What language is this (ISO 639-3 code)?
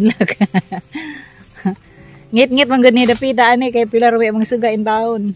ceb